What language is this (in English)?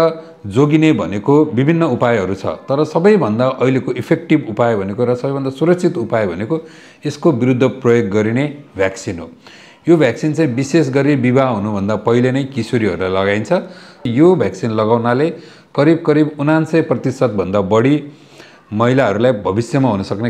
Nepali